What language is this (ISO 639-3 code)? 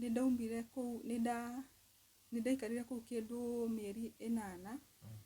kik